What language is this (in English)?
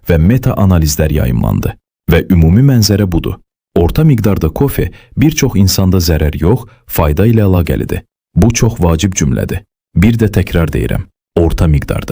Azerbaijani